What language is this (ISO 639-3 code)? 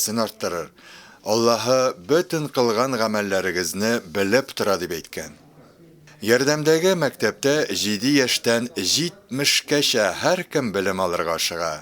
tat